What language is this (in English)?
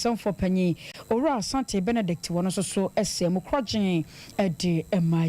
Akan